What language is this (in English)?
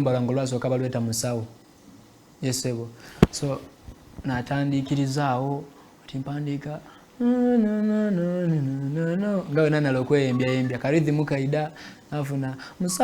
Soga